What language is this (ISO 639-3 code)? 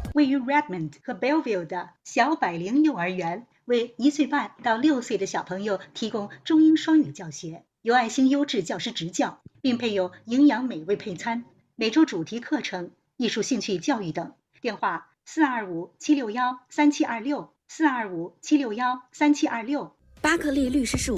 zho